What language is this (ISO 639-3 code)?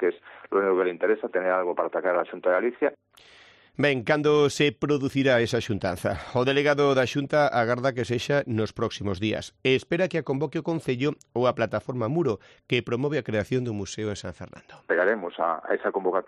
glg